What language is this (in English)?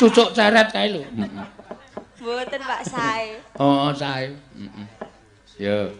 Javanese